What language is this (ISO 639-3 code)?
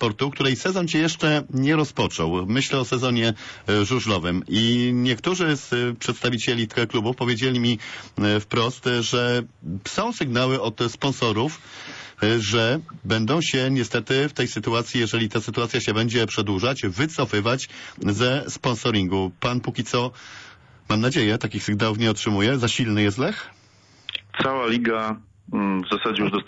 pol